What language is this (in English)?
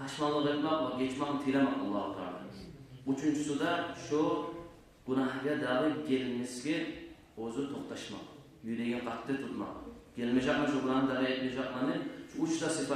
Kumyk